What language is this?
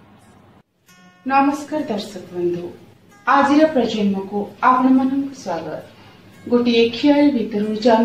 Odia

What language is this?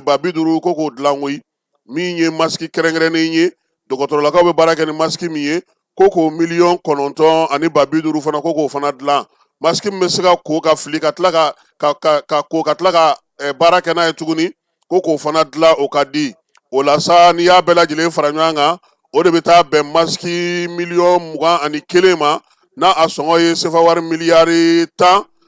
Bambara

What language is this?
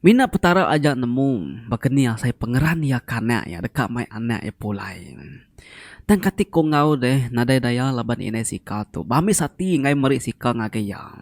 Iban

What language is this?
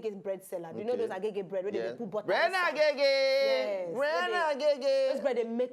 Nigerian Pidgin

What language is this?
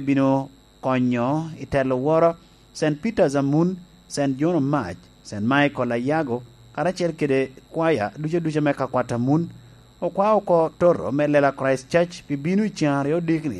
Lango (Uganda)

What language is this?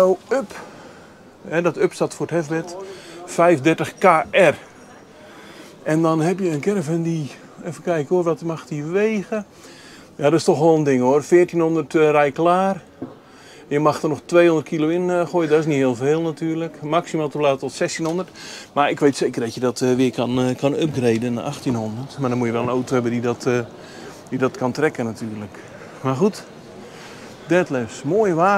Dutch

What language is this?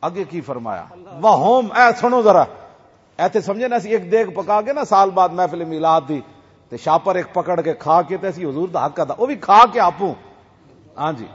Western Panjabi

